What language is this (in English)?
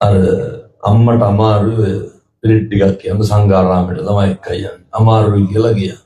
Sinhala